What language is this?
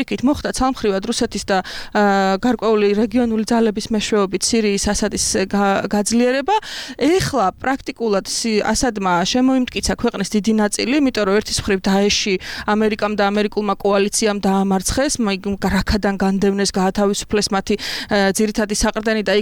Georgian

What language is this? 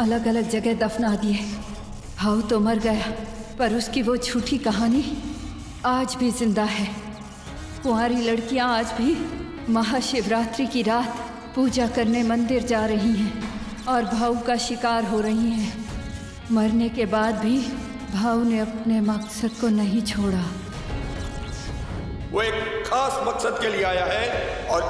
Hindi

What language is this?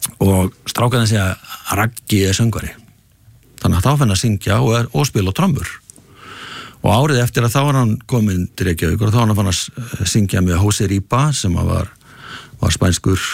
Icelandic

